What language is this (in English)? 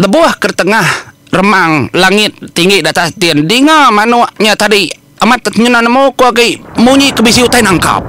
Iban